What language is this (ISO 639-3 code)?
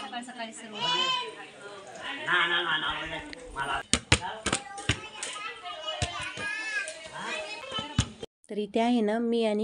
mar